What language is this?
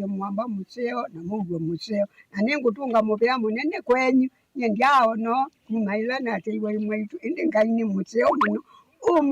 Kamba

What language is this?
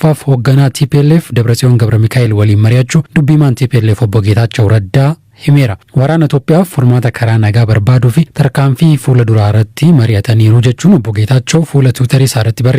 Oromo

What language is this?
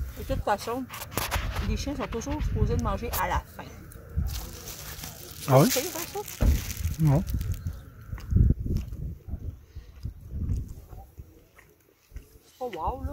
French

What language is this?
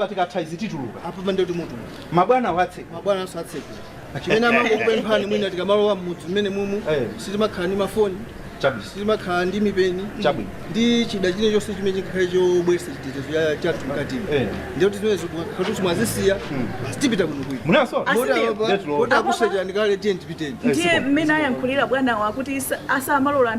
Nyanja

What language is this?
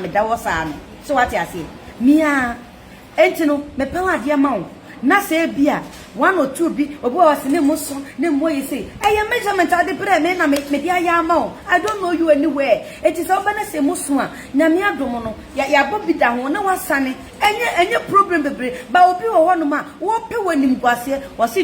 Akan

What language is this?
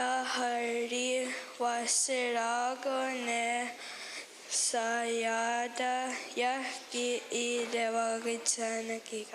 Mohawk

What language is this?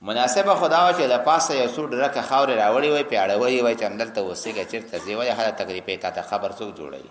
Pashto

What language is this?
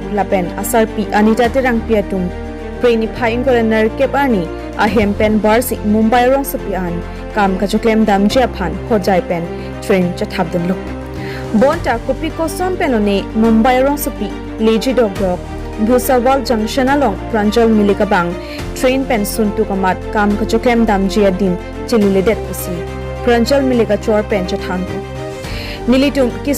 Karbi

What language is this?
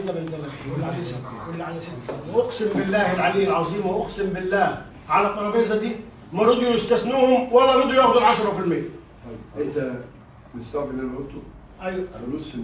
Egyptian Arabic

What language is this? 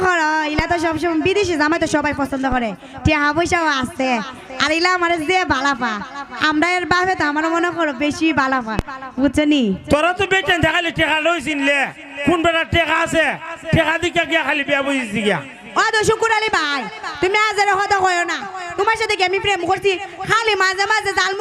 Sylheti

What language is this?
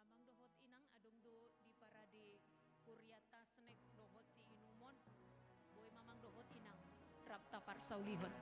Batak Toba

